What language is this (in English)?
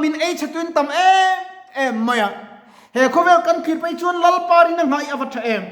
Mizo